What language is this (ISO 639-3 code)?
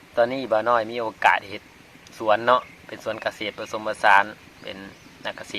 lao